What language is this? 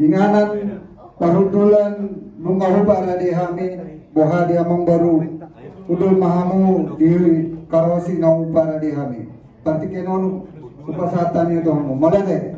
Batak Toba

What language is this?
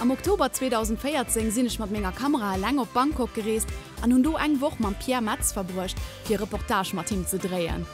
Luxembourgish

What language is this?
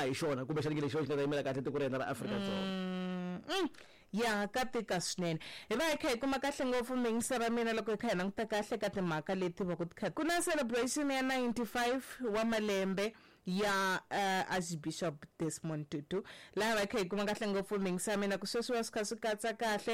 Tsonga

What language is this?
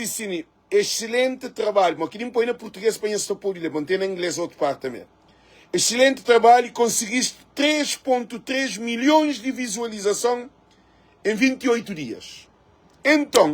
Kabuverdianu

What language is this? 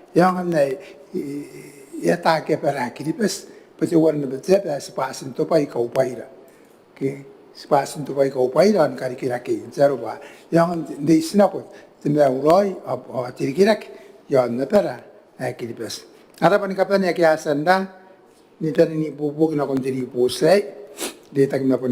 Gilbertese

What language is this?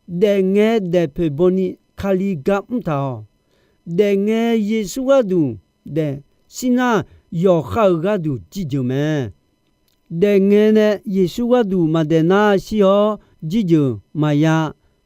Akha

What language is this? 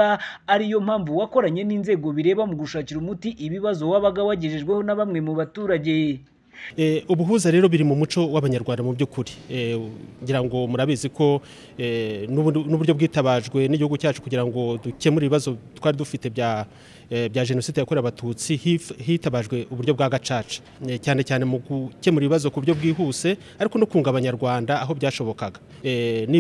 Kinyarwanda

